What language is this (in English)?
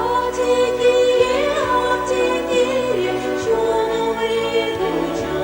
Chuvash